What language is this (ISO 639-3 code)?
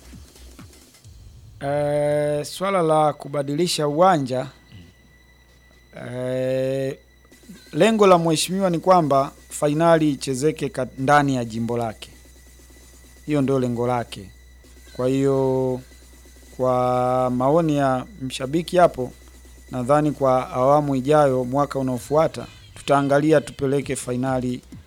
swa